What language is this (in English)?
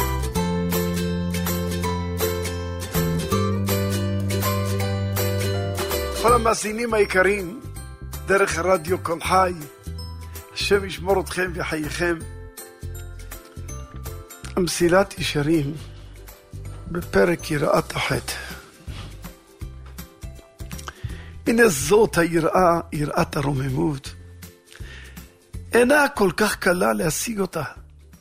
Hebrew